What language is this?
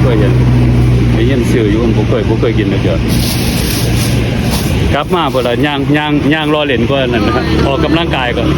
Lao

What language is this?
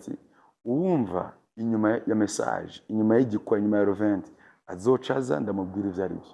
Rundi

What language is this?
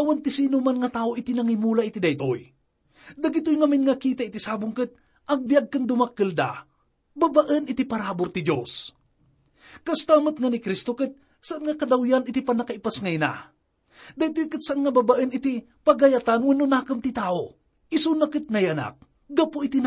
Iloko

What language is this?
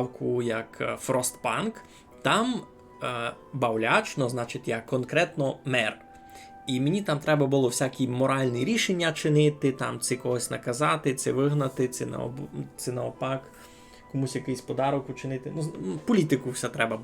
Rusyn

